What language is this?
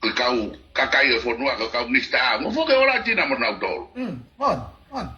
Tongan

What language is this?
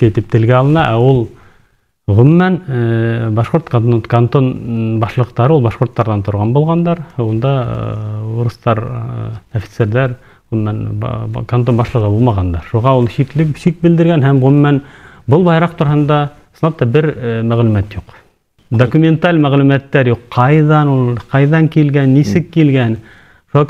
Bashkir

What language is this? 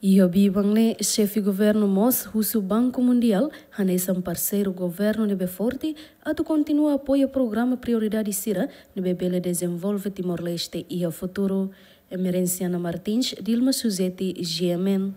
Tetum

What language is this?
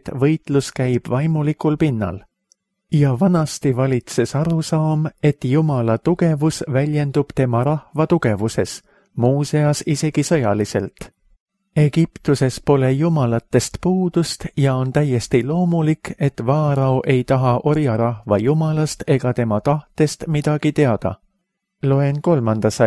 Estonian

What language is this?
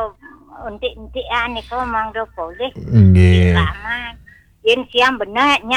Balinese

